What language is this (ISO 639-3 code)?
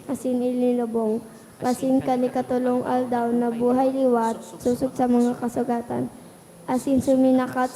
bik